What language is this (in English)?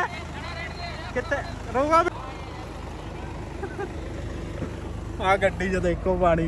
Punjabi